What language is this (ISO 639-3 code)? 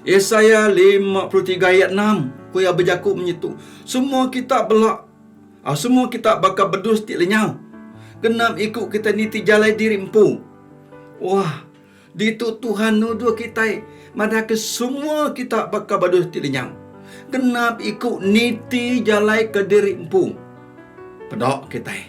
iba